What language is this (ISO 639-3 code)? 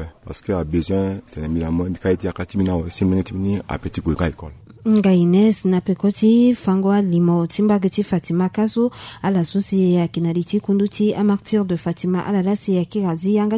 sag